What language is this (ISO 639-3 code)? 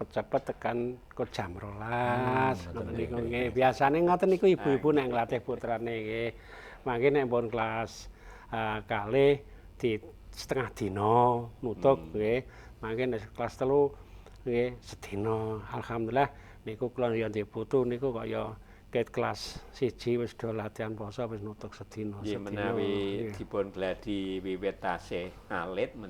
jav